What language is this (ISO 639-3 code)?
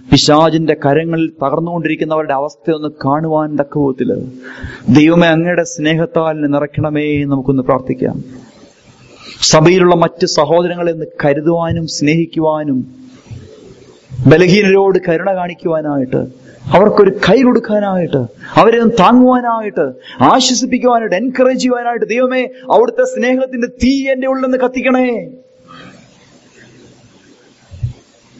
mal